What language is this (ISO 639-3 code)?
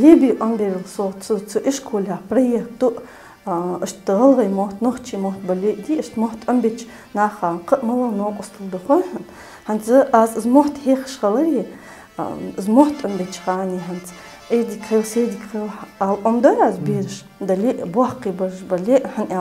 che